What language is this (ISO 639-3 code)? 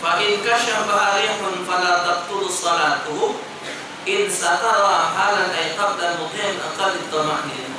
mui